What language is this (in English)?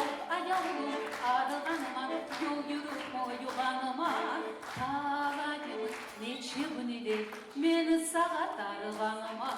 Kumyk